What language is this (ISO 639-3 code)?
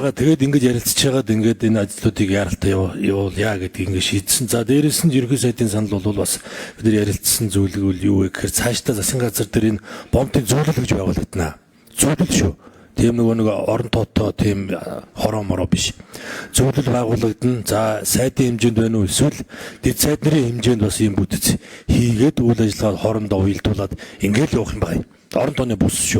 mon